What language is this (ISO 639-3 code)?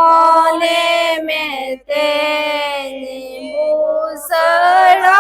sat